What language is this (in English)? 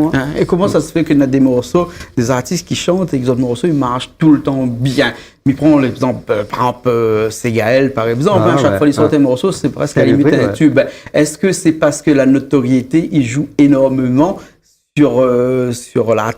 Réunion Creole French